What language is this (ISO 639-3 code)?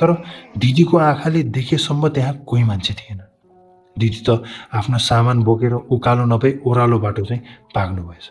nep